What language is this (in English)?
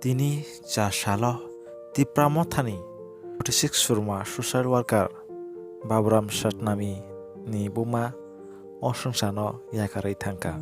Kok Borok